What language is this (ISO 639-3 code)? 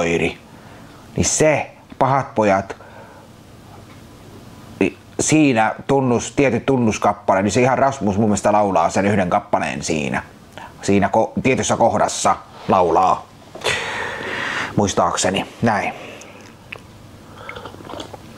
fin